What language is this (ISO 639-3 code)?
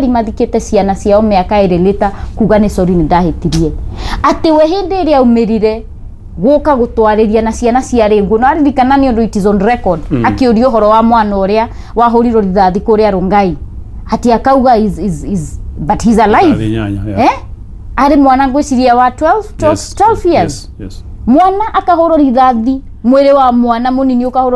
kik